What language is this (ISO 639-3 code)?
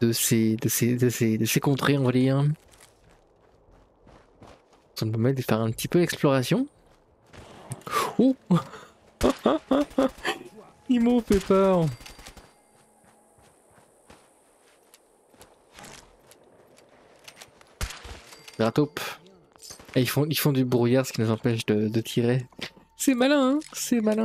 fra